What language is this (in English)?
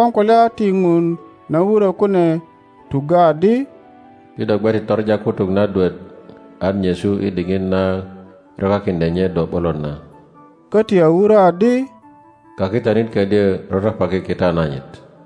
Teso